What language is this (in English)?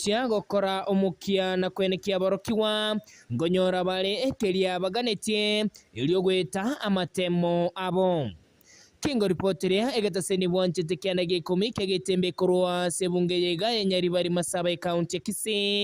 Gusii